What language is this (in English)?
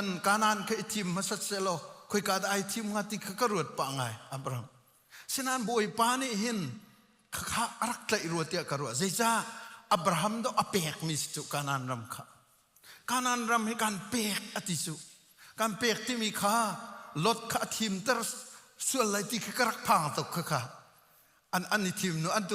Hakha Chin